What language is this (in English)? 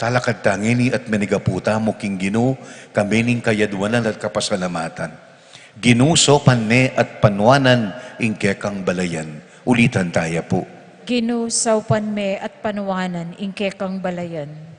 Pampanga